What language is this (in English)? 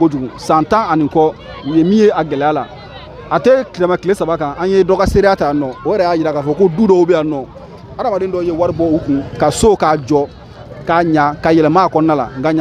Bambara